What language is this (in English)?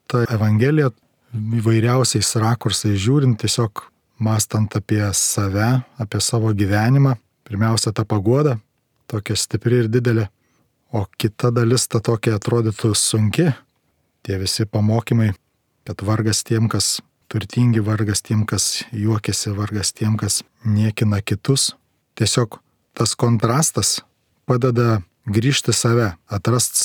Lithuanian